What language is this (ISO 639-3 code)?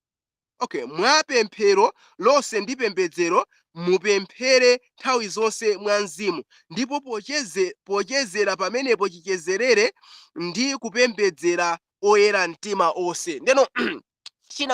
nya